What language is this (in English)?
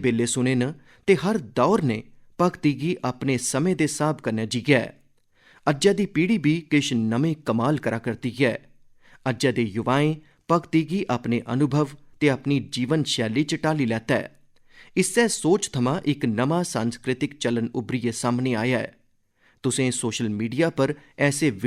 Dogri